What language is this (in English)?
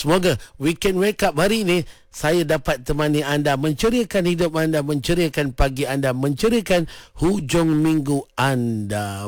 Malay